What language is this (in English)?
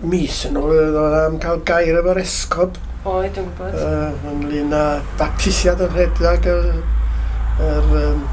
Welsh